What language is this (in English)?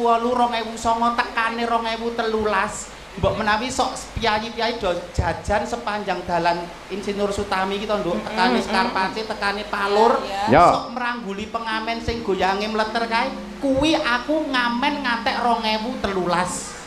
Javanese